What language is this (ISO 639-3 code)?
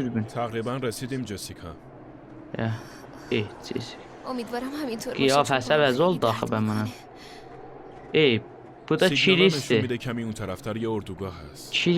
azb